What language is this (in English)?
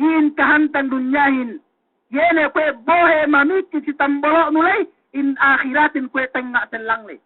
Yakan